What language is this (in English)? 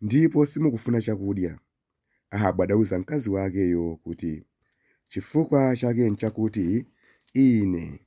Nyanja